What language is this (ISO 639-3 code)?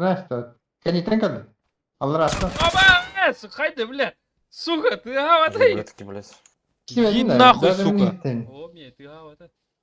sah